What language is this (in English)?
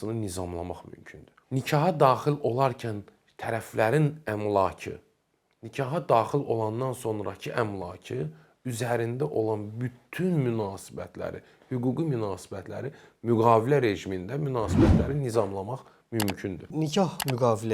Azerbaijani